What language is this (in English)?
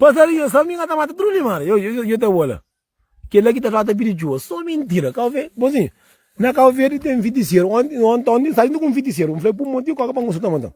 Kabuverdianu